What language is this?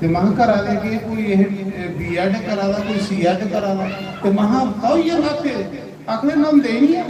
Dogri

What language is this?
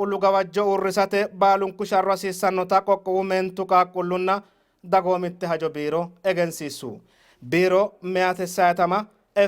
Sidamo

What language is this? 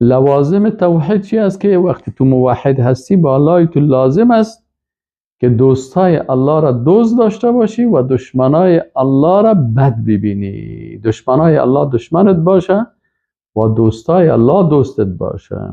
Persian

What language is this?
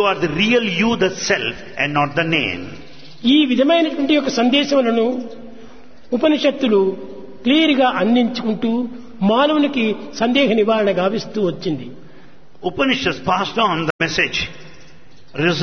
Telugu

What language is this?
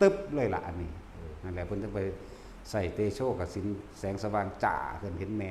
Northeastern Thai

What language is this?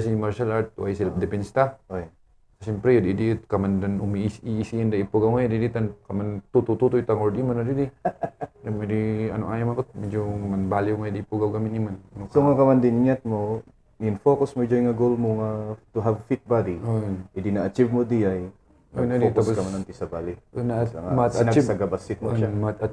Kankanaey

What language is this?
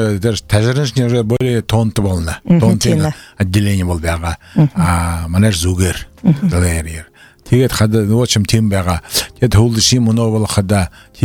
Buriat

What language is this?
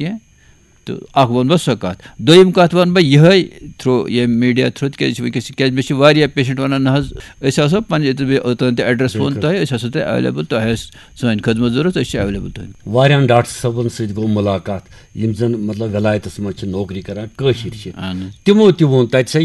Kashmiri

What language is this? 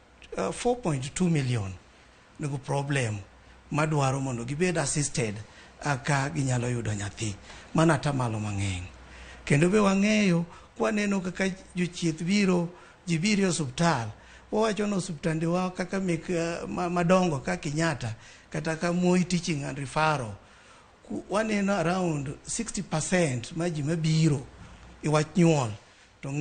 Luo (Kenya and Tanzania)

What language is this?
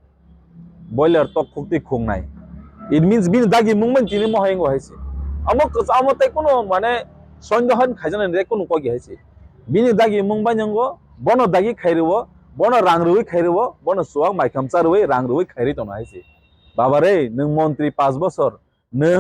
Kok Borok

